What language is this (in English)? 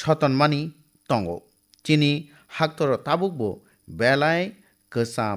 Kok Borok